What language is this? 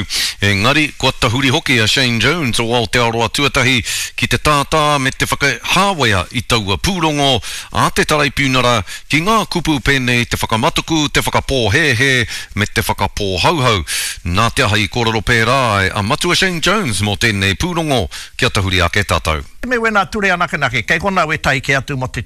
Māori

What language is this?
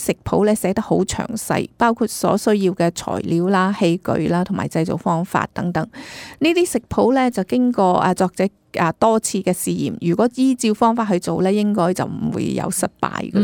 Cantonese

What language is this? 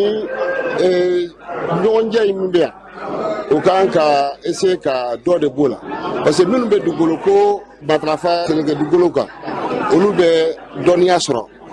Bambara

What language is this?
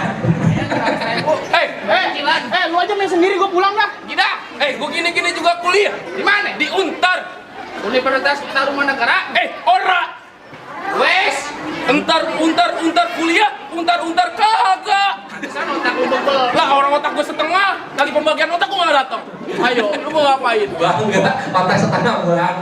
Betawi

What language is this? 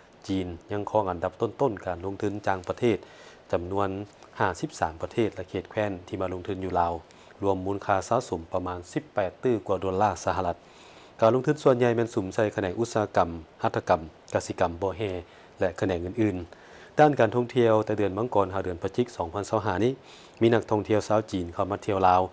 Lao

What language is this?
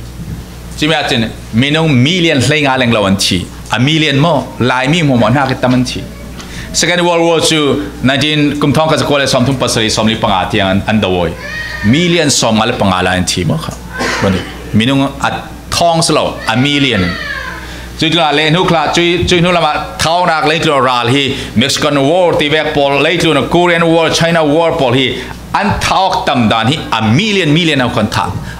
Falam Chin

